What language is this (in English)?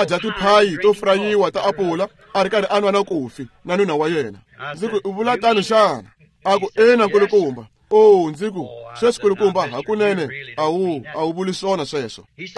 Tsonga